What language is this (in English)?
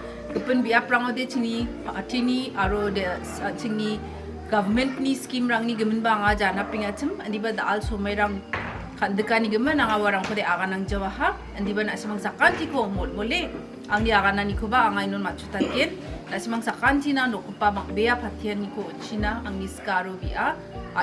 Garo